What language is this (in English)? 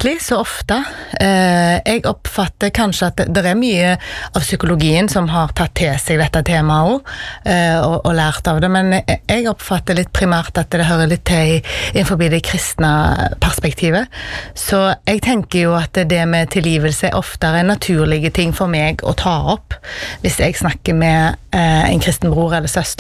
Norwegian